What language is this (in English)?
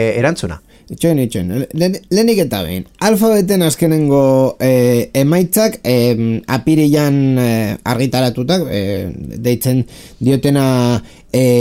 Basque